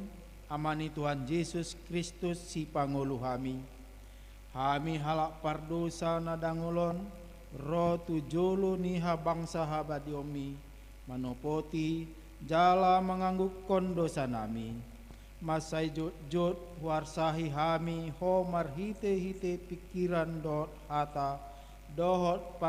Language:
Batak Toba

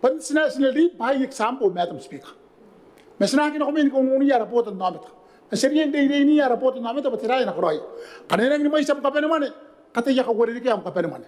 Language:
Gilbertese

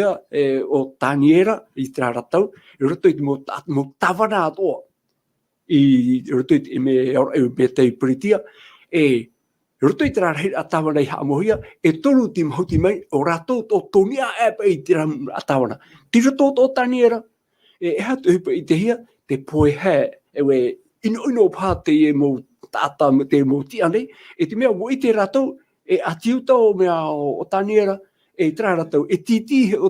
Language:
Tahitian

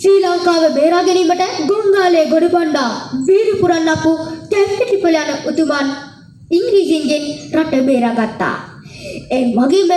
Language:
Sinhala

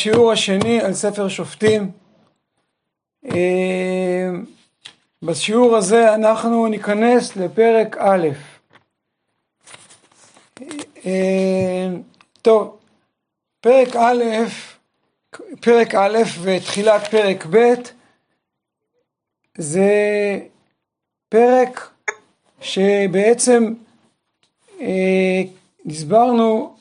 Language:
Hebrew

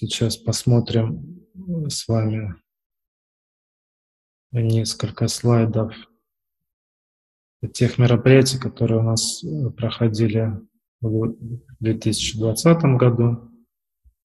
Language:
Russian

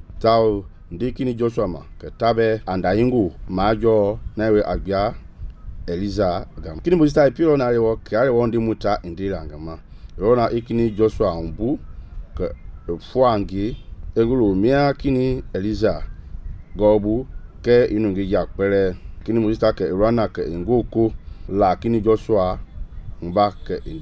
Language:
Mende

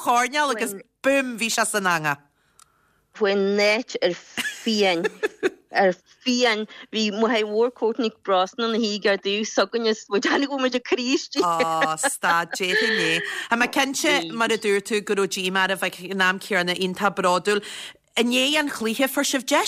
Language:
Irish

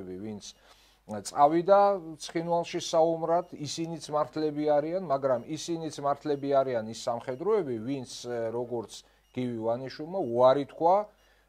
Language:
Georgian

